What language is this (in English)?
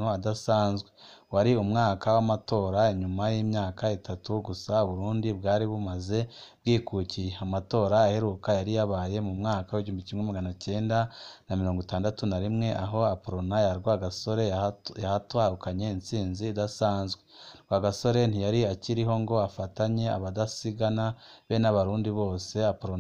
Rundi